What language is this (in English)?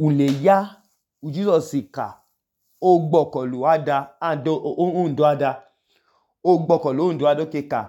Idoma